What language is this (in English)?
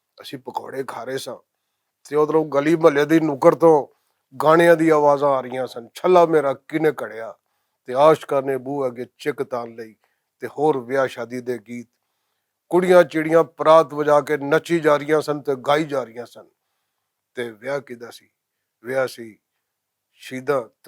Western Panjabi